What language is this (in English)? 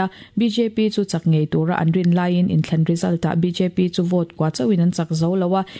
Mizo